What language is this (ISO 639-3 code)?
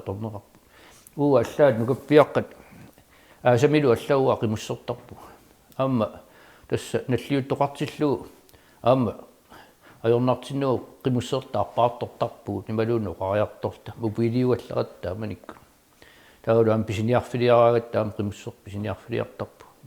kal